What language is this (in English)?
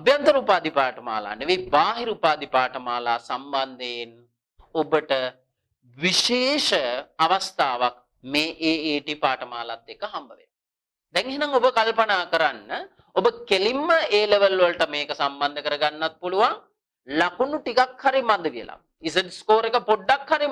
Sinhala